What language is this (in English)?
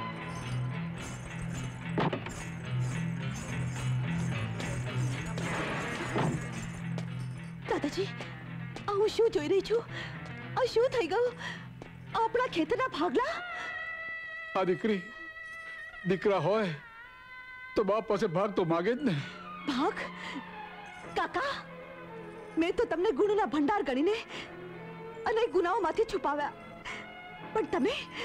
Gujarati